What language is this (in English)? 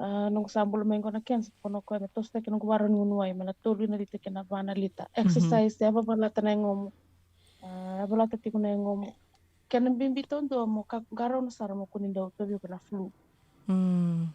Fijian